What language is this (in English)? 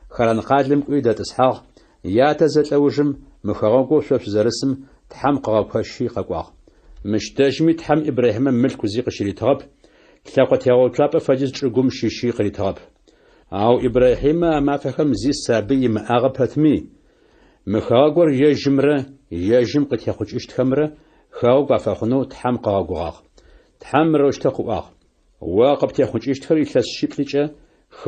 Adyghe